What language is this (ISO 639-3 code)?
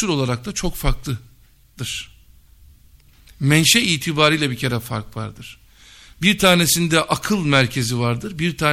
tur